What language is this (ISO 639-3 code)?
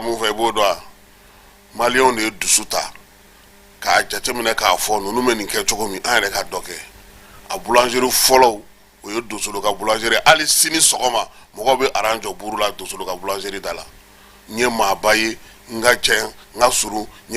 bam